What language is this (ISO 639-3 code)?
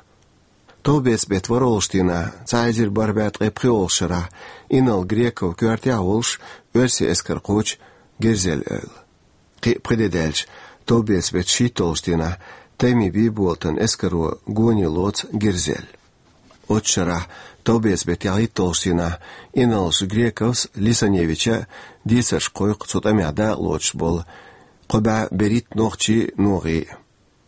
che